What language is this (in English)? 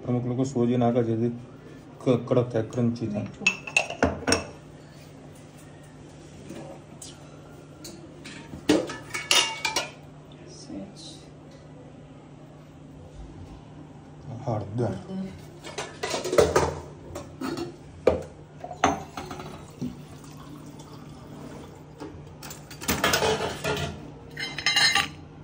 Gujarati